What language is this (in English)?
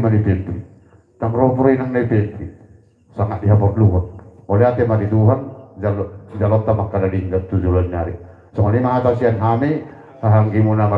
Batak Toba